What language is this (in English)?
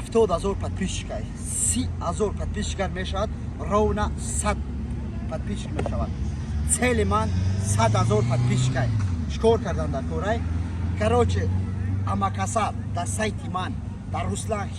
Tajik